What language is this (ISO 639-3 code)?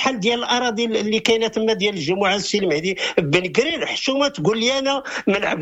ary